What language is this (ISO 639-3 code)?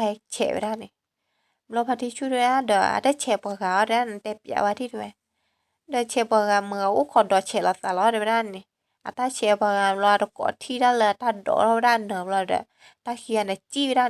ksw